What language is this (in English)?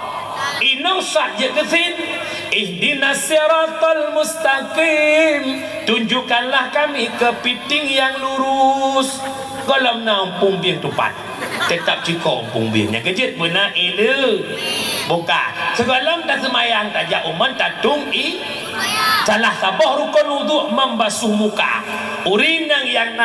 Achinese